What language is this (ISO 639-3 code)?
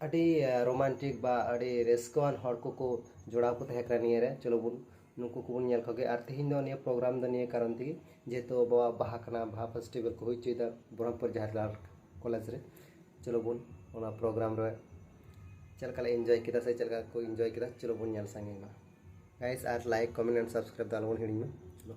sat